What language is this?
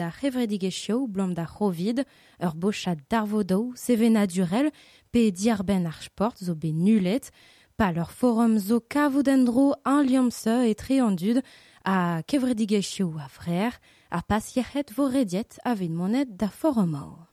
Breton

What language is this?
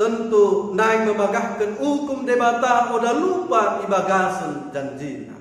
Batak Dairi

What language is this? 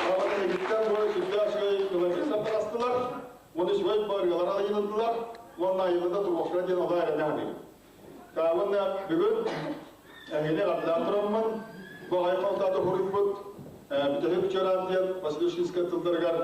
Yakut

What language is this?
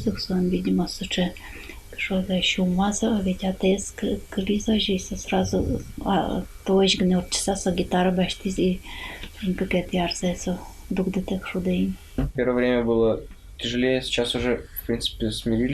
Udmurt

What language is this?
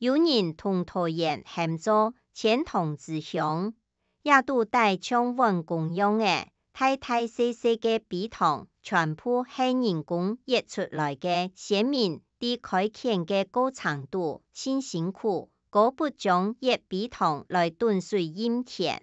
Hakka Chinese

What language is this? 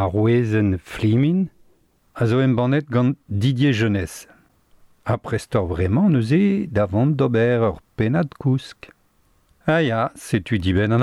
Breton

